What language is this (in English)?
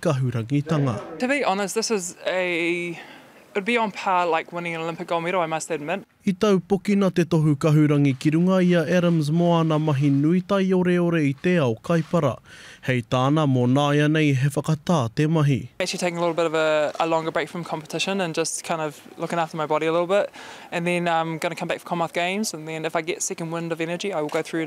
Māori